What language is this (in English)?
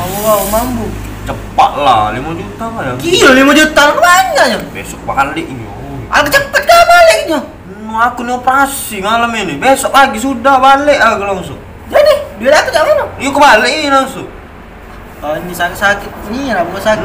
Musi